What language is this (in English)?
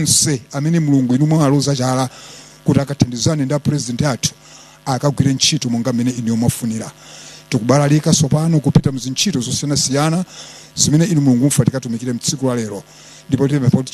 Nyanja